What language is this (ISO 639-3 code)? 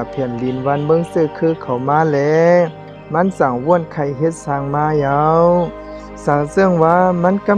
shn